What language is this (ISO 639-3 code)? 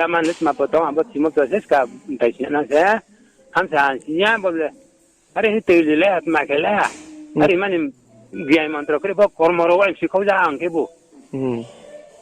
ria